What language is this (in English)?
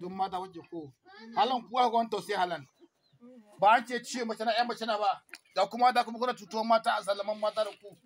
Hausa